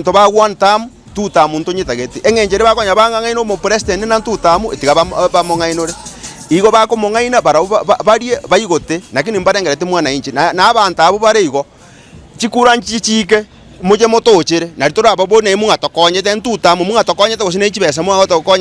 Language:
Gusii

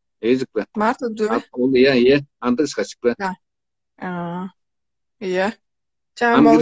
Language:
Tuvinian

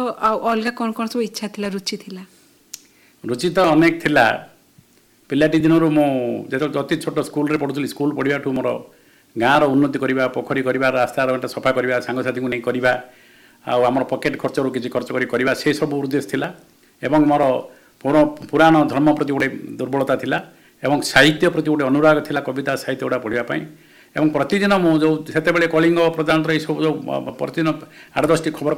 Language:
Odia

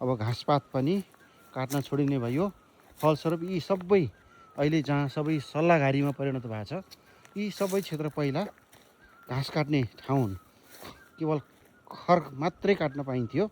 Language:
Nepali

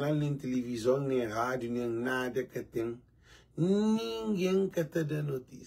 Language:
Kabuverdianu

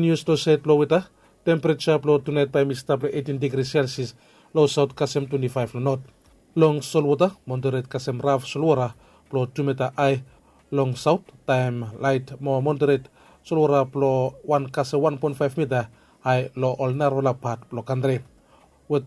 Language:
Bislama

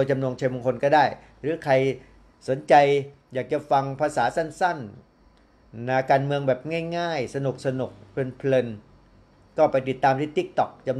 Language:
Thai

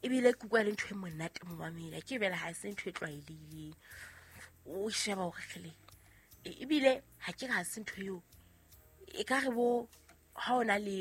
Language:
Southern Sotho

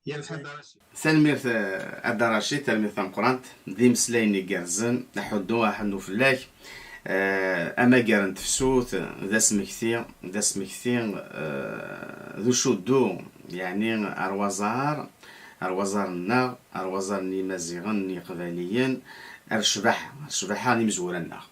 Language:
Kabyle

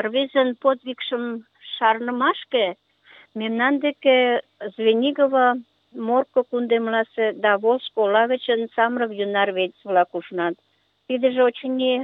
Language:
Mari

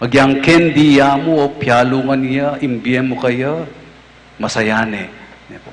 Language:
Pampanga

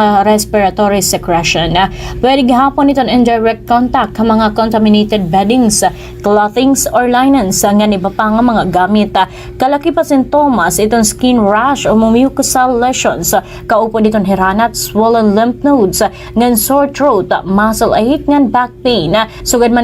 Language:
Waray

